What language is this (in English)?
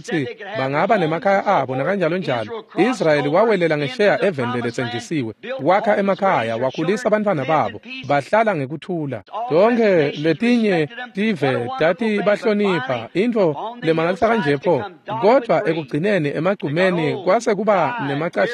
Swati